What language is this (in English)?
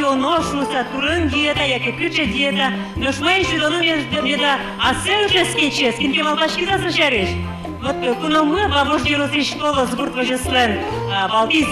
Udmurt